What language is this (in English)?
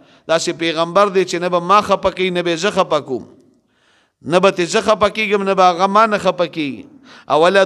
Pashto